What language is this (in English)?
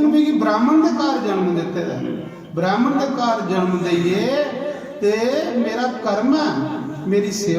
Dogri